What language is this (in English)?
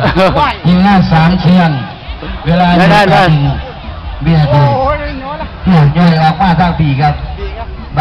Northeastern Thai